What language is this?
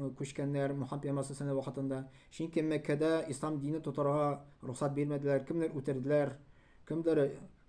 Tatar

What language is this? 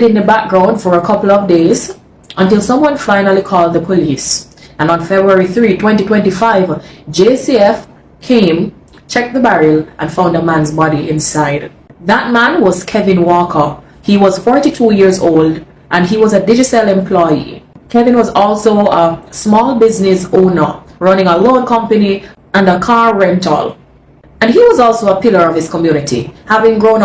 Jamaican Creole English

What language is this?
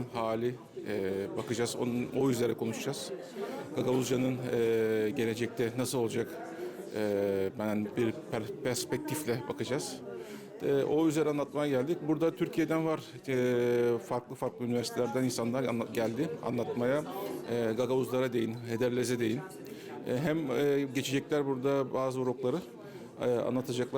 Gagauz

